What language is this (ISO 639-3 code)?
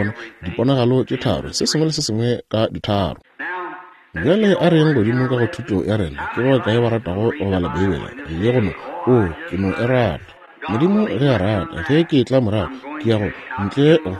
nso